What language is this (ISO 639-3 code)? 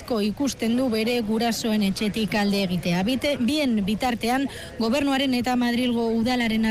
eus